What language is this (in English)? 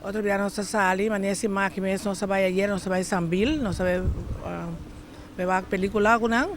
Papiamento